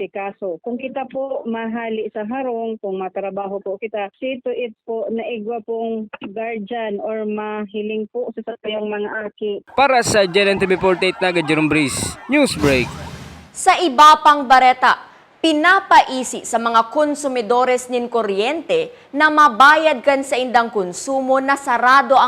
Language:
Bikol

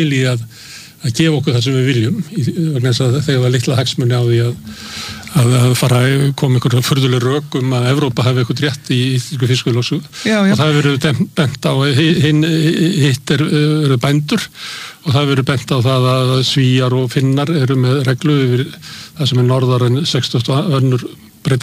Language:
Icelandic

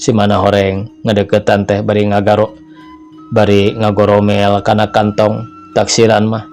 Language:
Sundanese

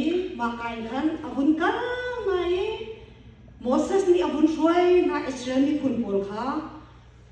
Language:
Hakha Chin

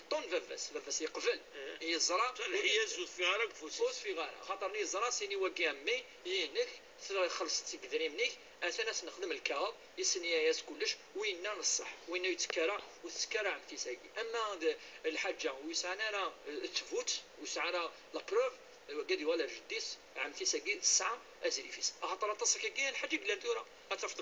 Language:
Kabyle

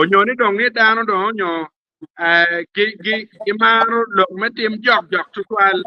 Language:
Acoli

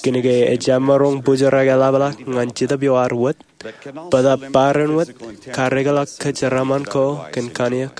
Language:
Marshallese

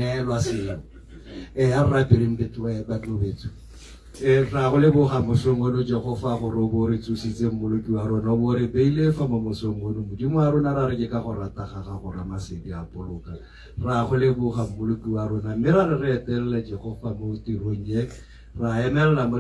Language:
Tswana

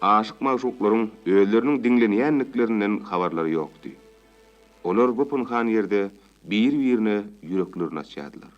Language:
Turkmen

